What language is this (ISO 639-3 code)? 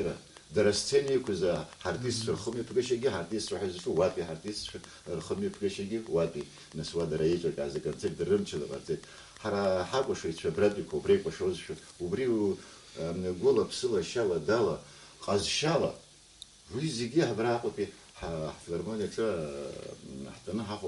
abk